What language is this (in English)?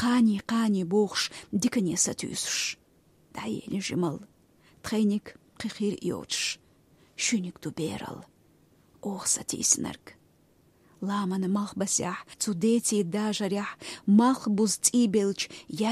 Chechen